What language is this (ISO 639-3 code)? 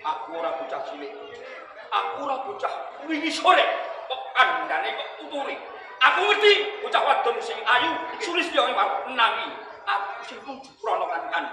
jav